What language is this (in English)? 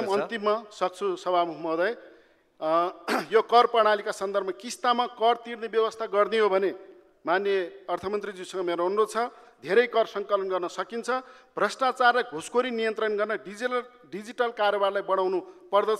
Nepali